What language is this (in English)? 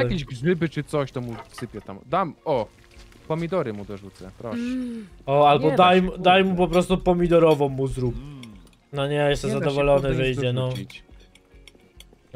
Polish